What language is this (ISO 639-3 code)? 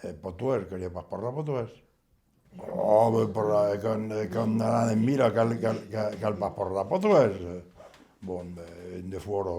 oci